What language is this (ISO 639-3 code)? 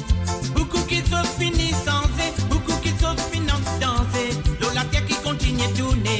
mfe